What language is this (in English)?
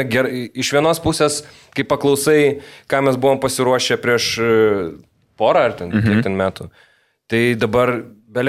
Lithuanian